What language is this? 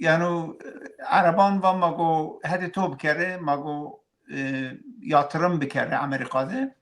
Zaza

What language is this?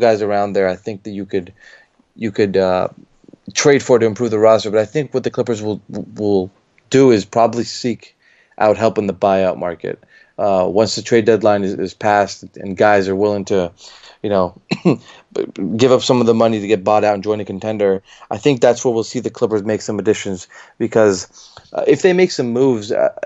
English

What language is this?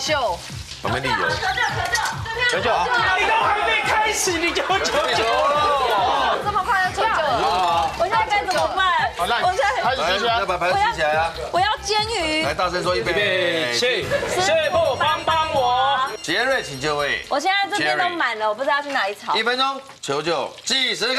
Chinese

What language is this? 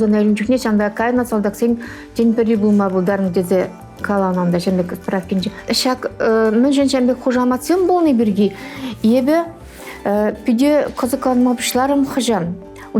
Chuvash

